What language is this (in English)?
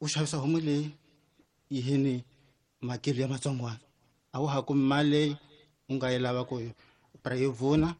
Tsonga